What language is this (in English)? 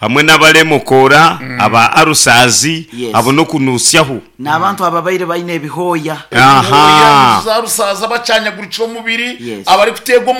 Nyankole